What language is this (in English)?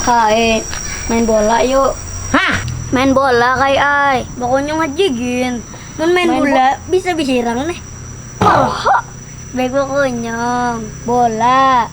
Banjar